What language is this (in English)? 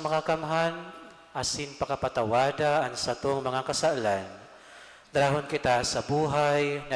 Bikol